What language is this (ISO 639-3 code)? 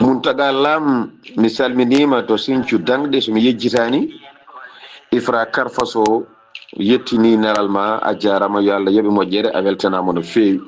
ful